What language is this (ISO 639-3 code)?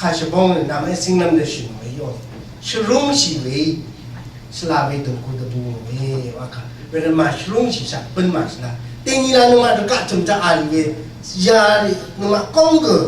raw